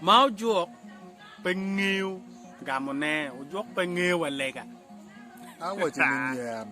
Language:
Acoli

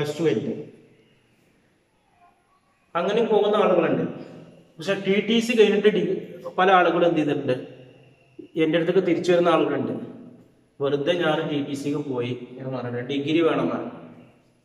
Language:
Malayalam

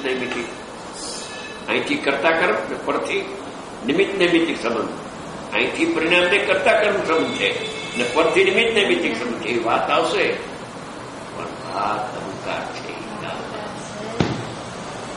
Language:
Gujarati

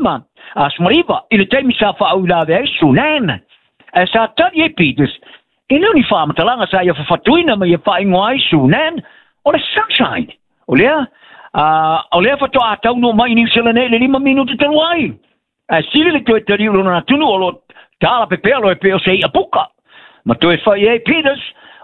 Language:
Samoan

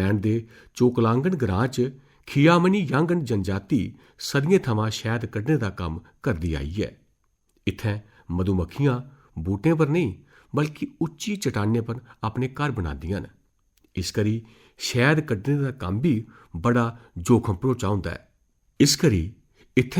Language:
Dogri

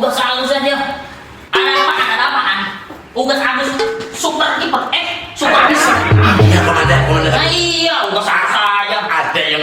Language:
Betawi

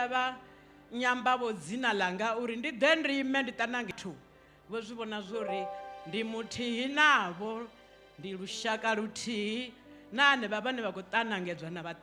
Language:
Venda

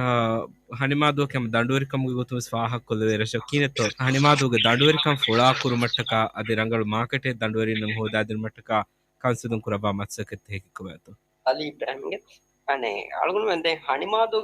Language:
Divehi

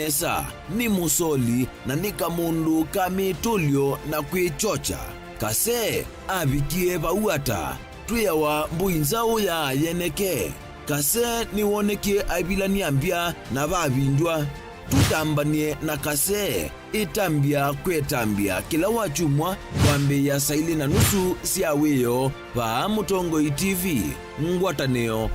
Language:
Kamba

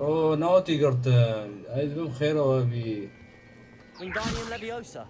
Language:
Kurdish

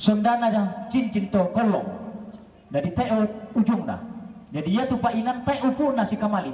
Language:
Toraja-Sa'dan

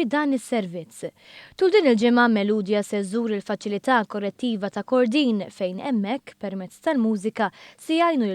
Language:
Maltese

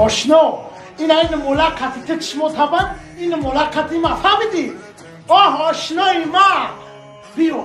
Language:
Tajik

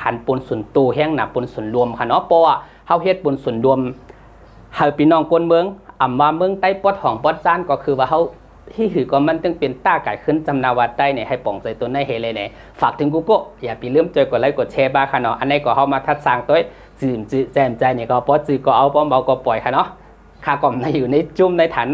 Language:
Shan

